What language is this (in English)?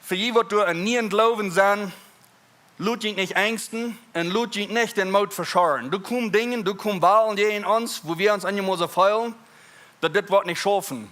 Plautdietsch